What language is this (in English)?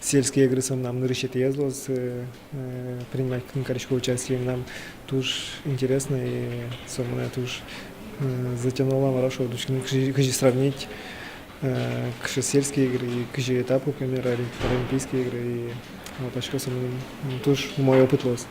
Udmurt